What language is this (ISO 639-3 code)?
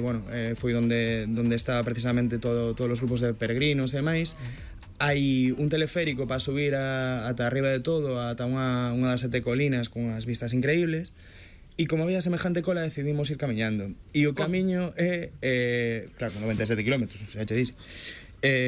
glg